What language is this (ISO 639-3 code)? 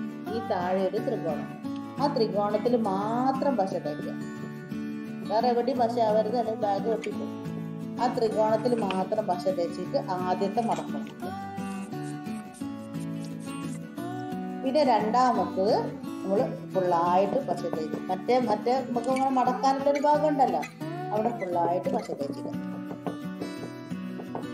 mal